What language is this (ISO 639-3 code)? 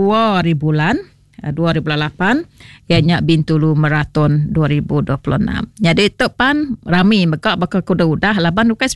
iba